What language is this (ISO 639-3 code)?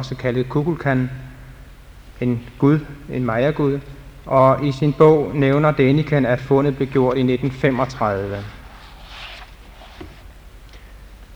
dan